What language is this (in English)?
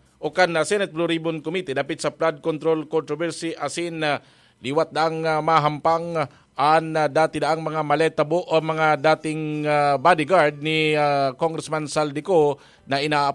Bikol